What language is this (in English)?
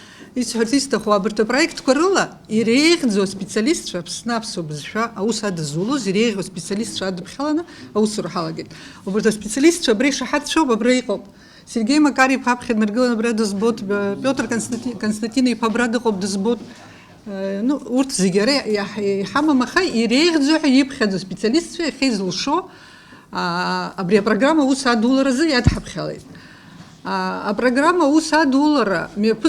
Abkhazian